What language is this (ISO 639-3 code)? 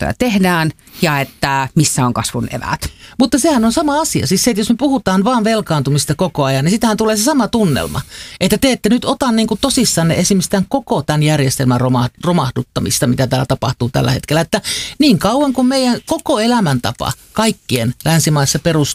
fin